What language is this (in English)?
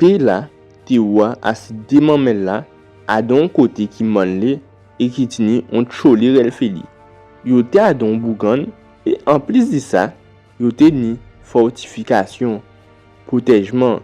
Guadeloupean Creole French